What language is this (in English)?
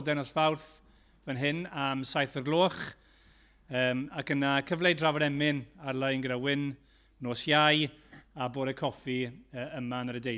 Welsh